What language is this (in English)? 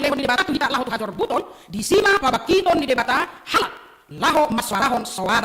Batak Toba